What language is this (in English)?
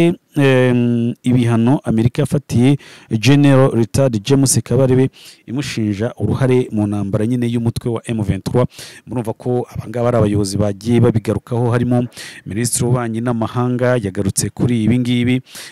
Kinyarwanda